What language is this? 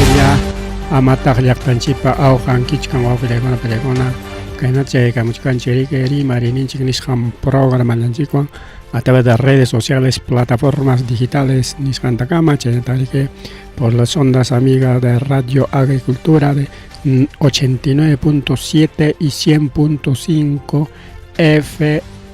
Ayacucho Quechua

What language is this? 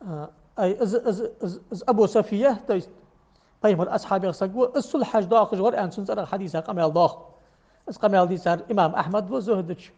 Ingush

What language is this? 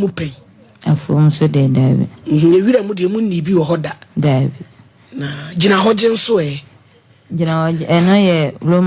Akan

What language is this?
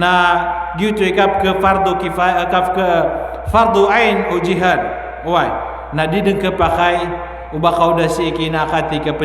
Maranao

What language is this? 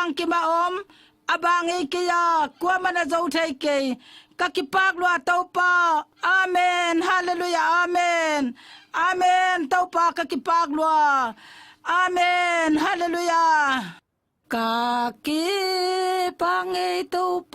Paite Chin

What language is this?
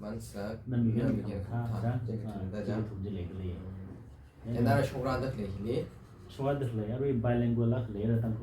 Tangkhul Naga (India)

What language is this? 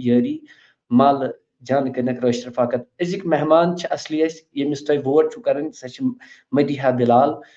Kashmiri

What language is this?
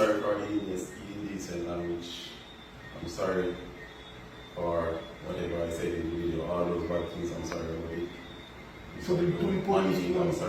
Jamaican Creole English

